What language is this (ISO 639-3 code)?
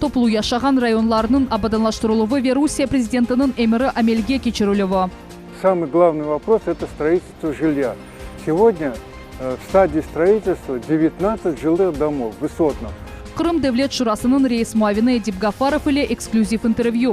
crh